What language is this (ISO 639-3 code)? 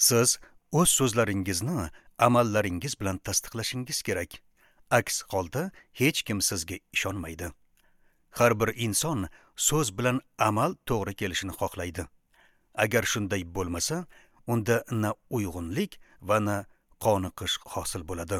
uzb